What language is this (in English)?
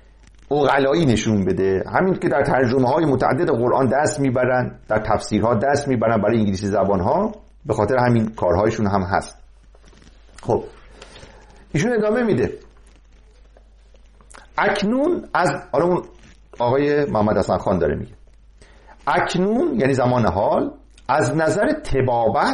Persian